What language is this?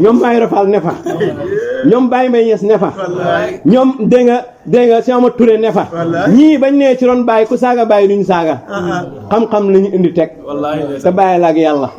Wolof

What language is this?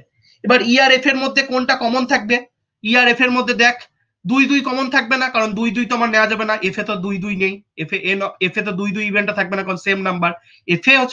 Bangla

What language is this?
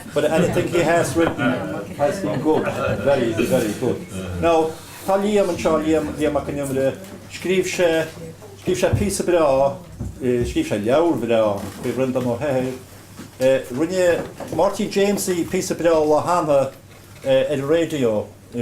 Irish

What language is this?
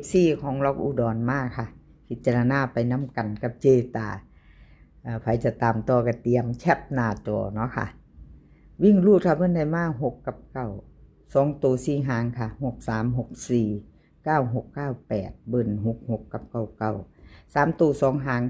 Northeastern Thai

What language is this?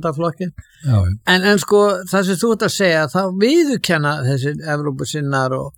Icelandic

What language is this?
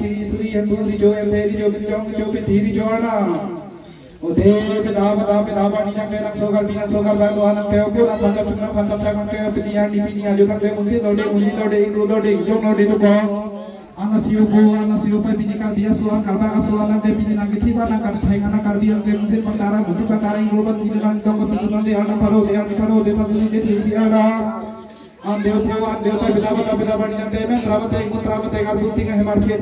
Karbi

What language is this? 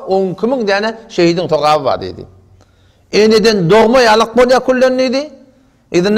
Turkmen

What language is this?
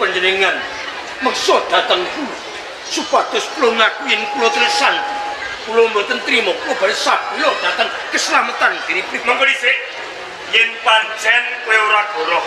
Javanese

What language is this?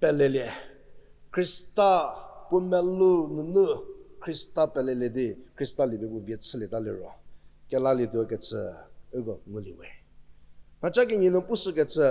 Angami Naga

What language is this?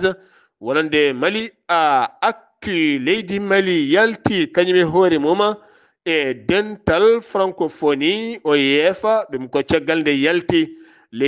Fula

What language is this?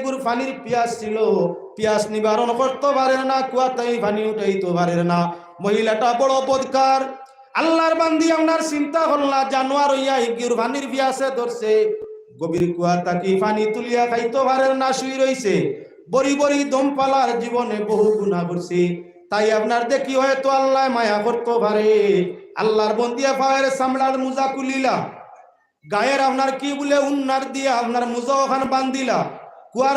Sylheti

